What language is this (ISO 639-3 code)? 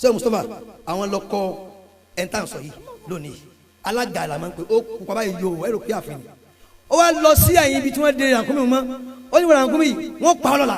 yor